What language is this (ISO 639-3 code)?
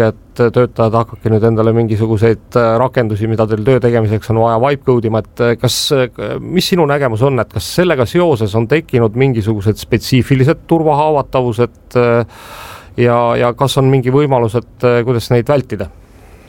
est